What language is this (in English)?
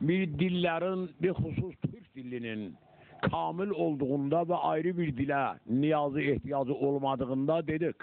South Azerbaijani